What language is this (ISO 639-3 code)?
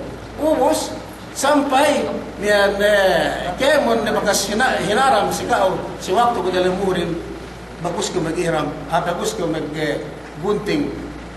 yka